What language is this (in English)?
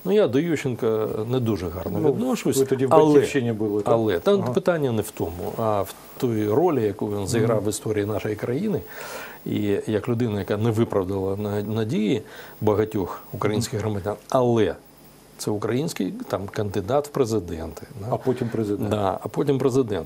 Ukrainian